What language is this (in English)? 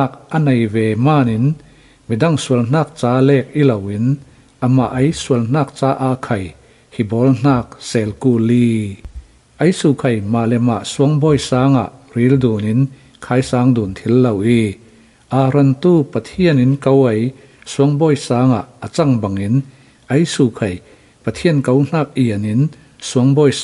Falam Chin